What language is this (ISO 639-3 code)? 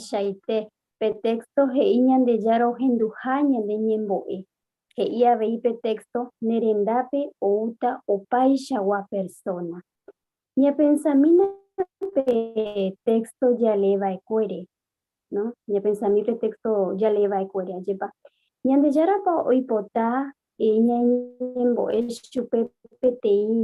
grn